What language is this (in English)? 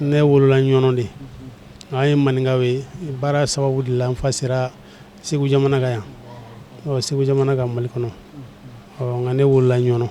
Bambara